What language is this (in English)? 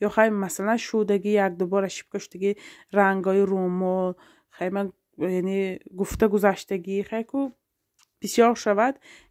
Tajik